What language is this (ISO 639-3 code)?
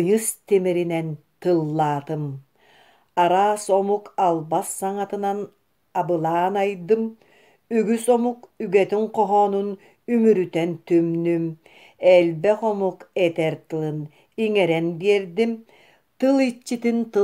sah